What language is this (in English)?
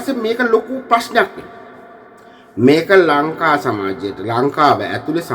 Sinhala